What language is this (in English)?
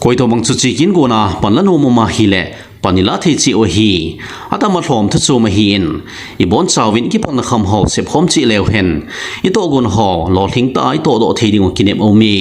Thado Chin